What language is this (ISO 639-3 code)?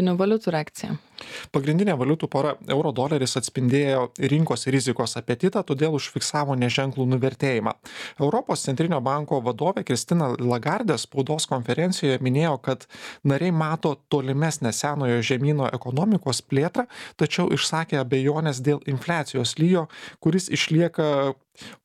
lit